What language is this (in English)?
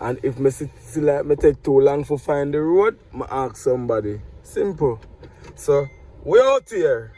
Jamaican Creole English